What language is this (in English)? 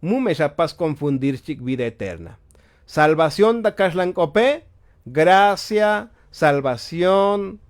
Tzotzil